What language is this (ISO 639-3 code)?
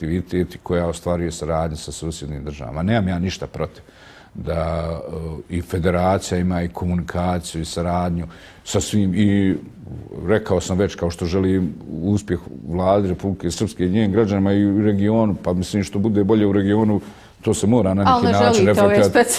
bos